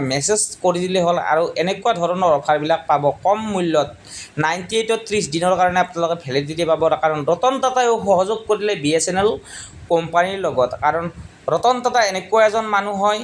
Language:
Assamese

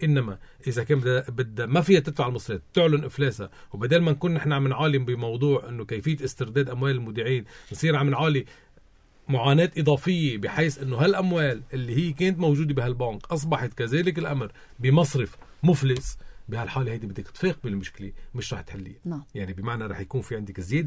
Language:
North Levantine Arabic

